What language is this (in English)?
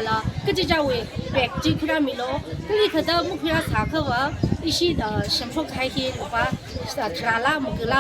Tangkhul Naga (India)